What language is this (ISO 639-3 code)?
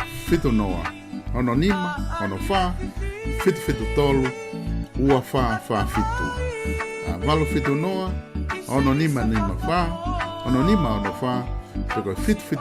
ton